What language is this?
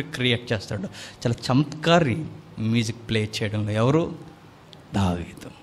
Telugu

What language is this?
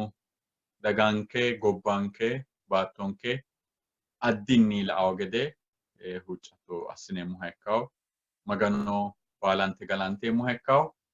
Sidamo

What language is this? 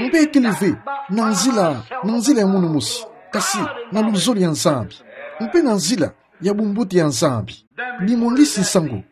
Kituba (Democratic Republic of Congo)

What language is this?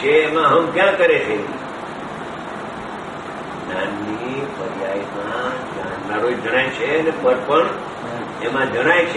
Gujarati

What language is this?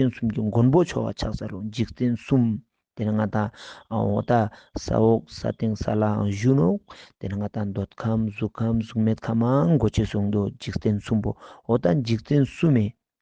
Ladakhi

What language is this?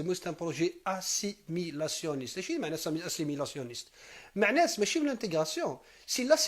Kabyle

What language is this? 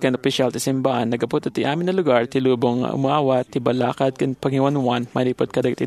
Iloko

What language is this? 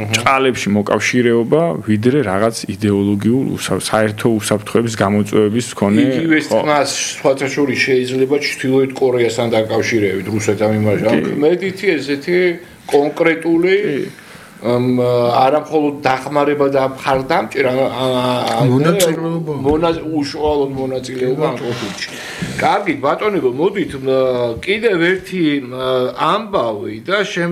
Georgian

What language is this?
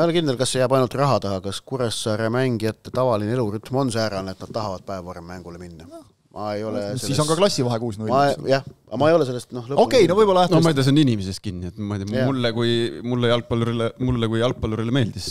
Estonian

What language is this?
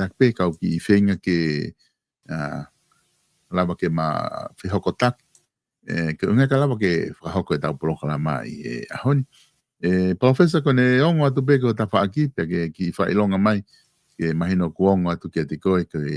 Tongan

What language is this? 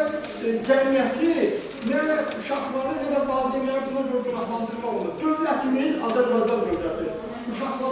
Azerbaijani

